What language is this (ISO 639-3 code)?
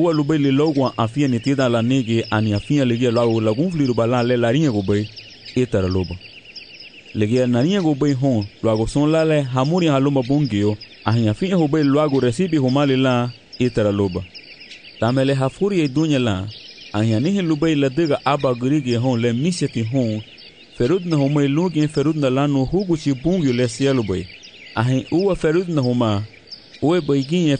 cab